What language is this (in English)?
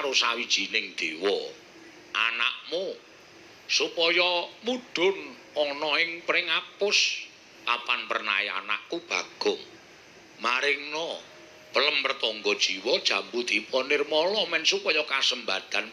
Javanese